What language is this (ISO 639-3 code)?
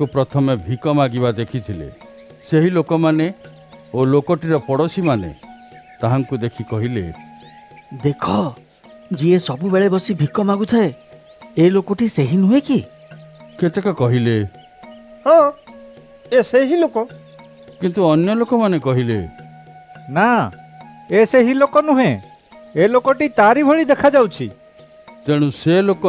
ori